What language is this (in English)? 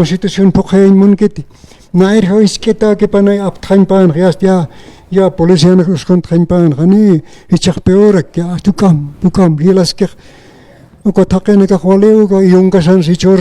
Aymara